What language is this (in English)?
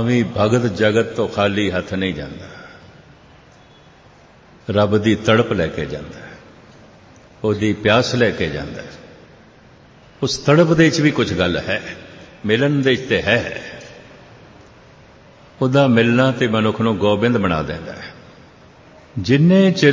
Punjabi